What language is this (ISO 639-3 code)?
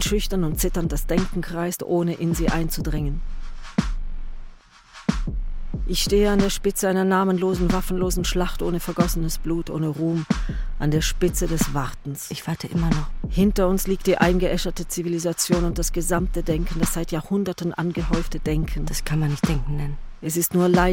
deu